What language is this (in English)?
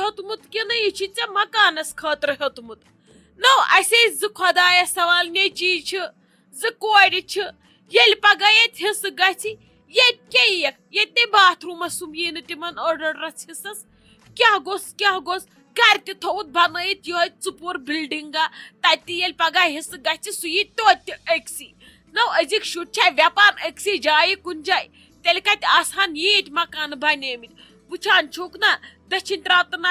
Kashmiri